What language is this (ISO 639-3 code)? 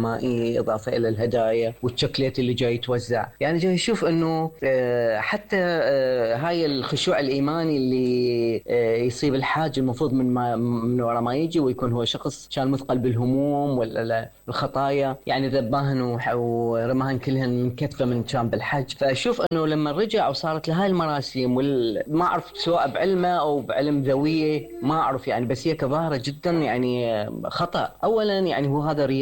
acm